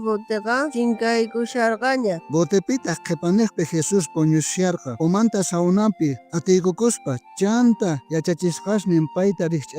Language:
South Bolivian Quechua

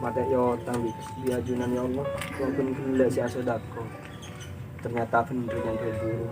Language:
Madurese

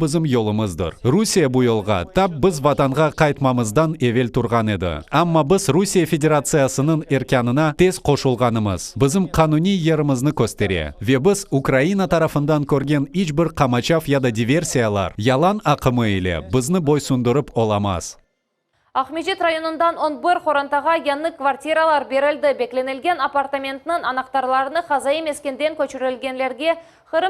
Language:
Crimean Tatar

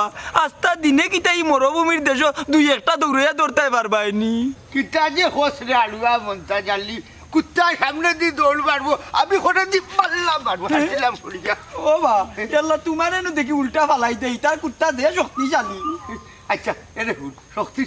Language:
Sylheti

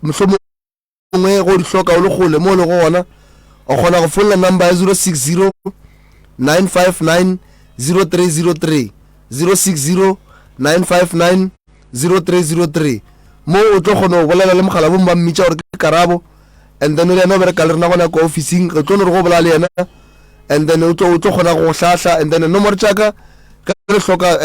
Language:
Northern Sotho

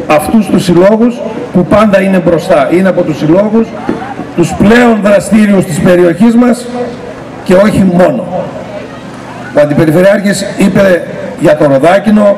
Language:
Greek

